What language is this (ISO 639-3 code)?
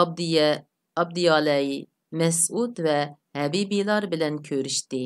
uig